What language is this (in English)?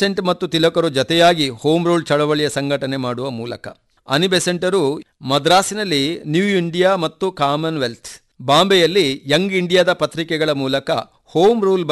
Kannada